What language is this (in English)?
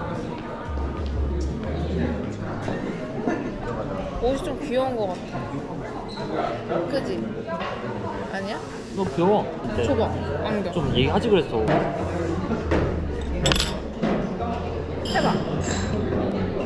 Korean